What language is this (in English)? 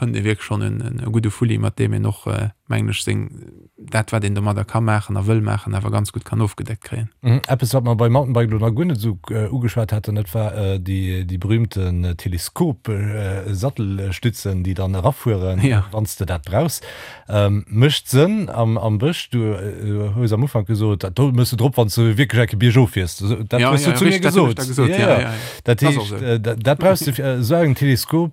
Luxembourgish